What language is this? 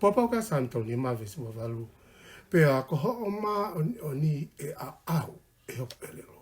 Tongan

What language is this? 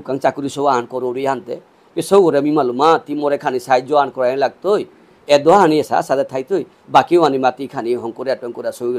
Bishnupriya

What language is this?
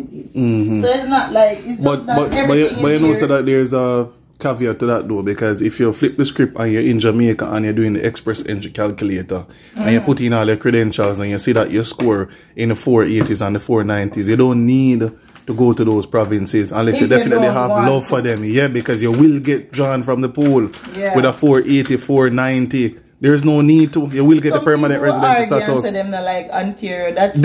Jamaican Creole English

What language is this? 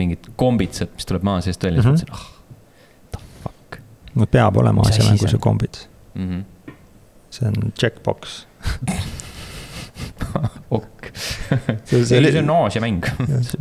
Estonian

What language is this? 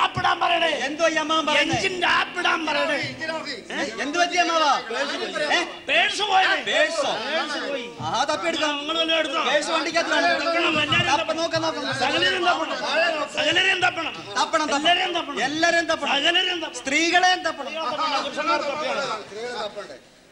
Malayalam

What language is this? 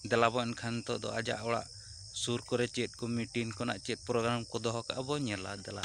Santali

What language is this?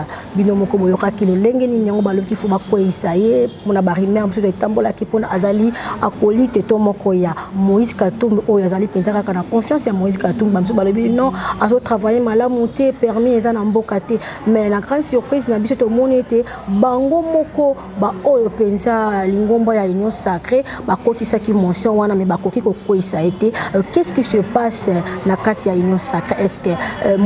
Lingala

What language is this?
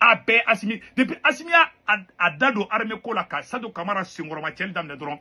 Bambara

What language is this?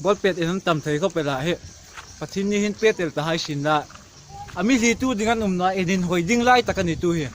Hmar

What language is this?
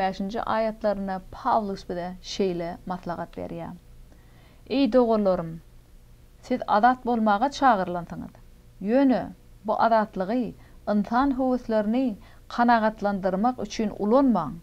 Turkmen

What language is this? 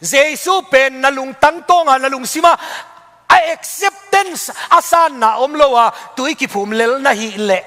Tedim Chin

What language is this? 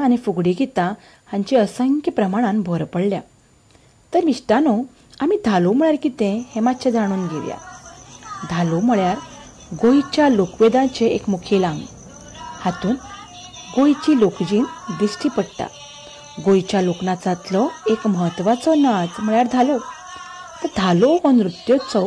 Konkani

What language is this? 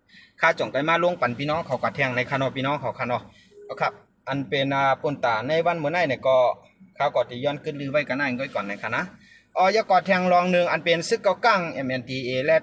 Shan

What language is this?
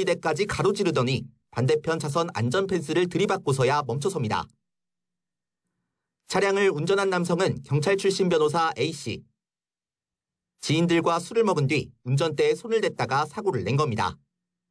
Korean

